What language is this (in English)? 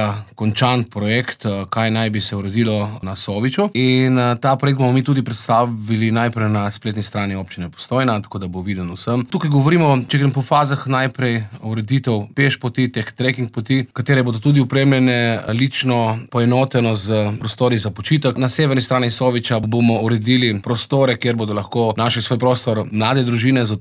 Slovenian